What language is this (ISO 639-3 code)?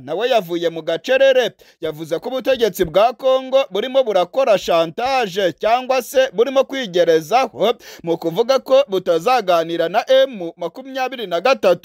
kin